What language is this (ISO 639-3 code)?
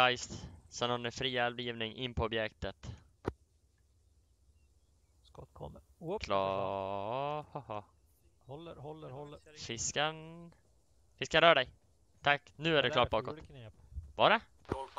swe